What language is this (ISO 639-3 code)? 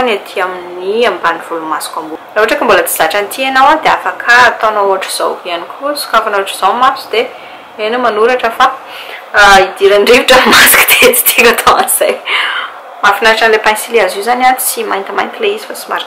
mlg